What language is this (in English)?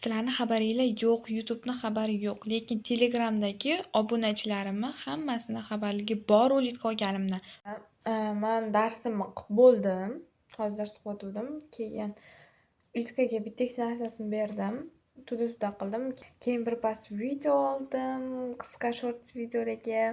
Uzbek